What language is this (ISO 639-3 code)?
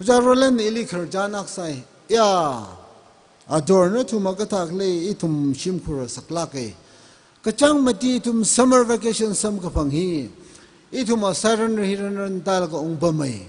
nmf